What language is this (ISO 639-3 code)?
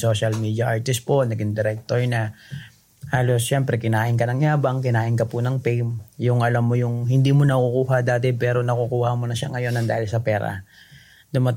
fil